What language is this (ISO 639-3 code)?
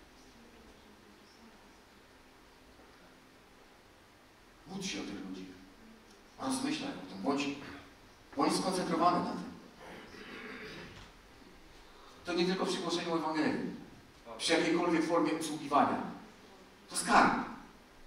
pol